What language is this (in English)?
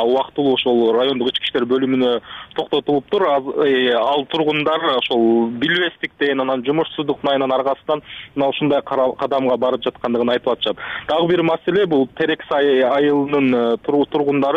Kyrgyz